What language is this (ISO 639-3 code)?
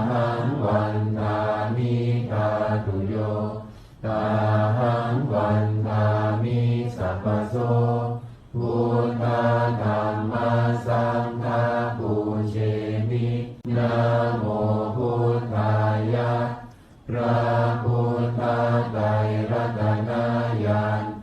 pli